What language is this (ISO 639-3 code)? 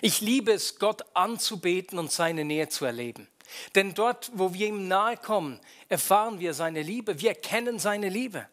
gsw